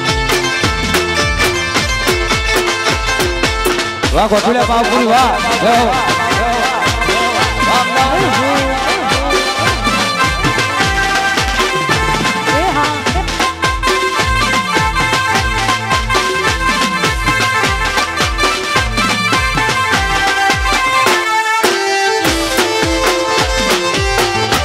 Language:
Gujarati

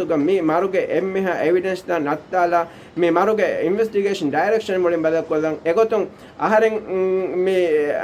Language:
Divehi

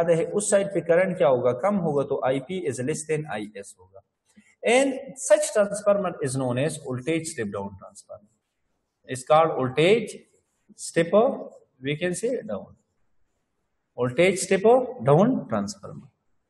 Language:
Hindi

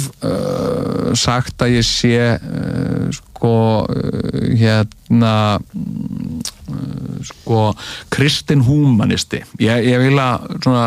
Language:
Icelandic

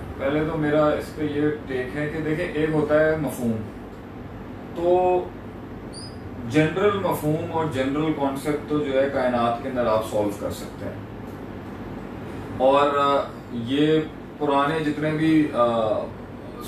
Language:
Urdu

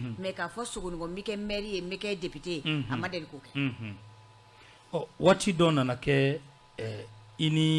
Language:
Bambara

